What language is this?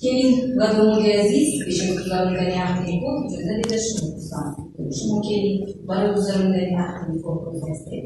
Tajik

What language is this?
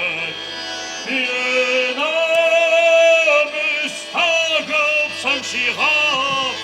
Kabardian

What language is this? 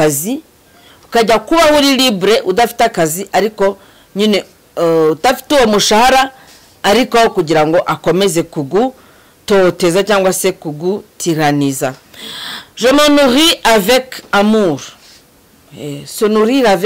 Kinyarwanda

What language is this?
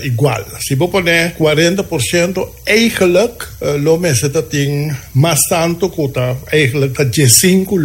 Papiamento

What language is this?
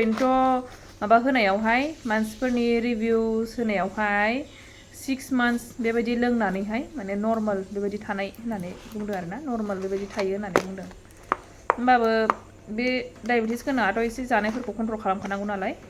Bodo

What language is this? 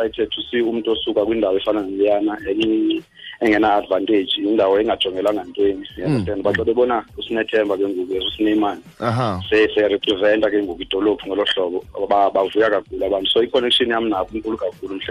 Xhosa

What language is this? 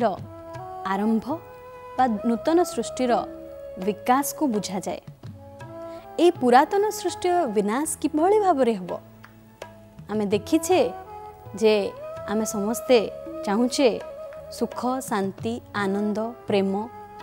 Odia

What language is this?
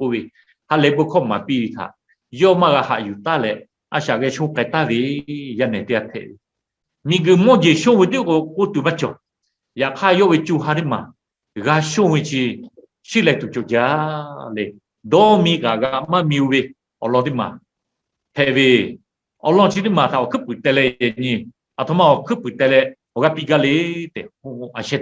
Lahu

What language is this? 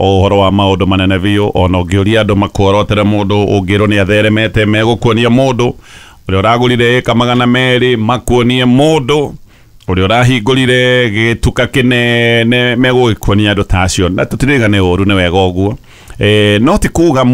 Kikuyu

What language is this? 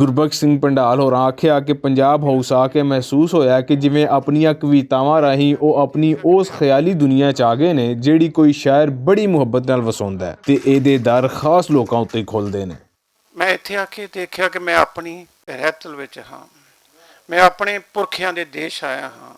Western Panjabi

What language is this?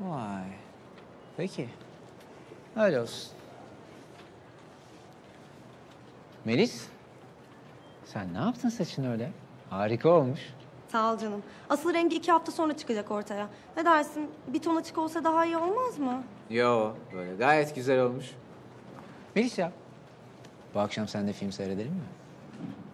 Turkish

